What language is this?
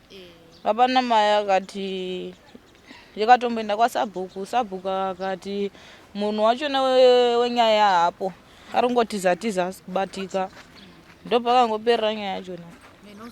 Shona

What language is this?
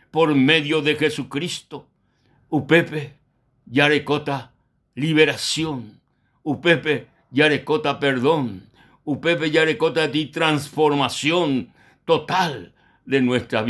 Guarani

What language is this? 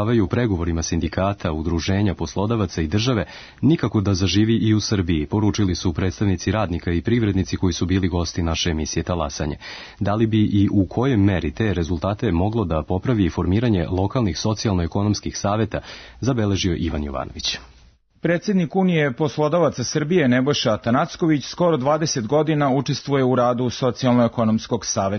Serbian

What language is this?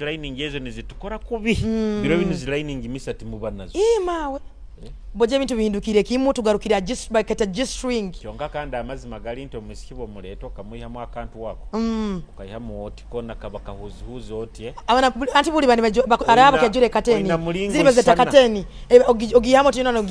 Nyoro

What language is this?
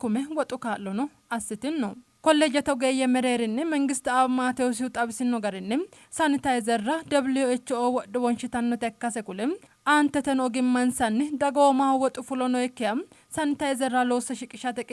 Sidamo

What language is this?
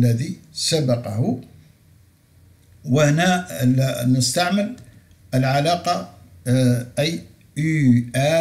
Algerian Arabic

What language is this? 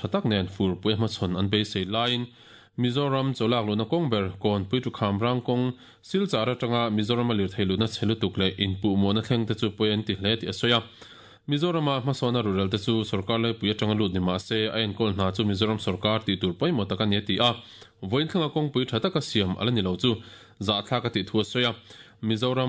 Mizo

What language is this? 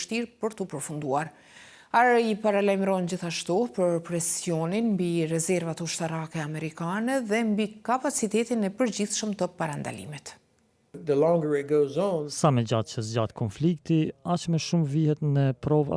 Albanian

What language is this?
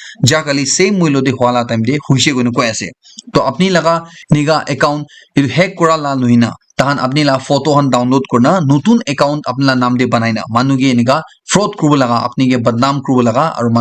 Naga Pidgin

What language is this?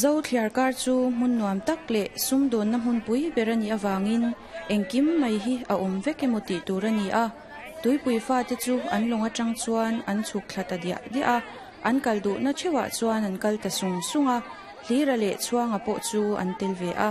Mizo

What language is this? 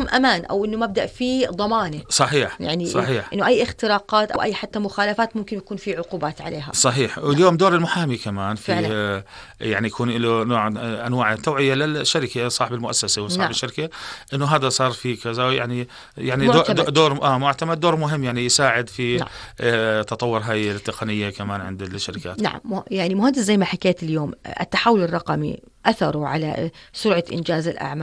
North Levantine Arabic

